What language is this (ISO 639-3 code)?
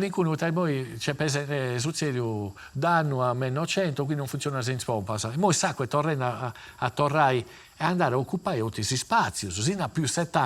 srd